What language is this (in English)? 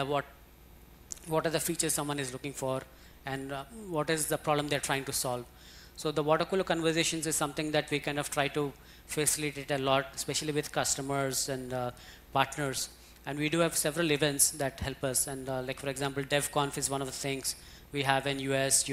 English